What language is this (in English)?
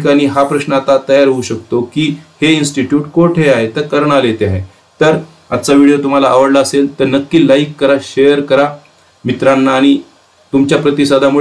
Marathi